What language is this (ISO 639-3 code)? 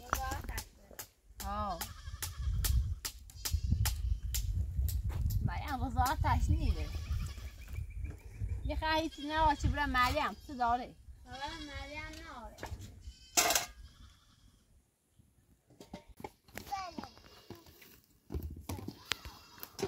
fas